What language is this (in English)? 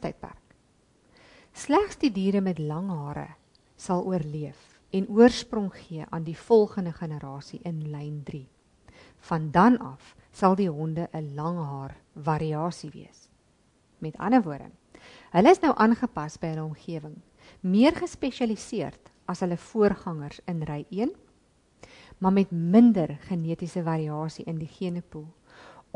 Afrikaans